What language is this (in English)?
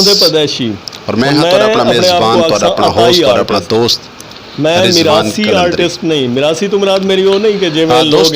Western Panjabi